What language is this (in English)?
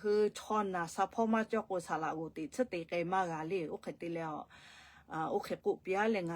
Lahu